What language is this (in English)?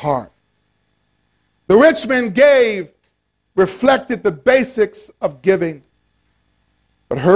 English